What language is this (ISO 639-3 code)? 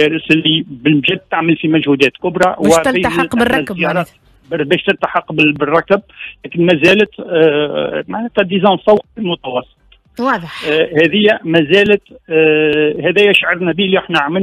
aeb